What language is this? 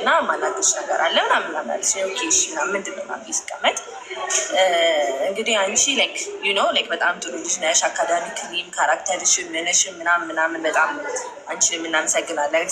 Amharic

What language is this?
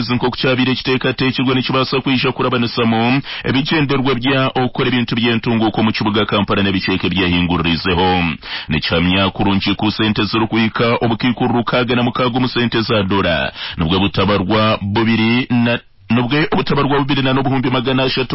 Nyankole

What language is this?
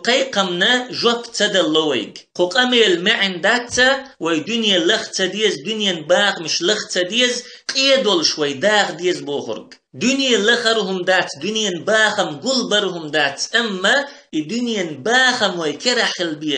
Chechen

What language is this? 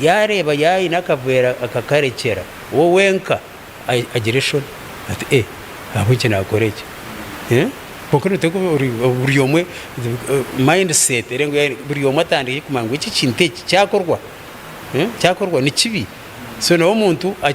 Nyankole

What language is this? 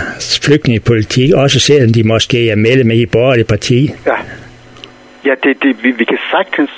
Danish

